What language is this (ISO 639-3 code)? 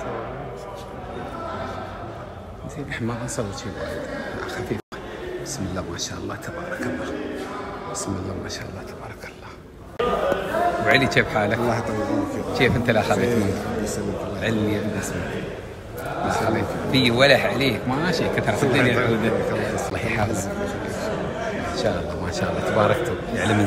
afb